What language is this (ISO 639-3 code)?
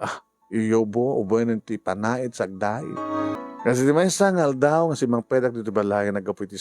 ilo